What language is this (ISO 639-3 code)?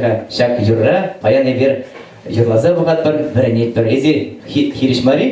chv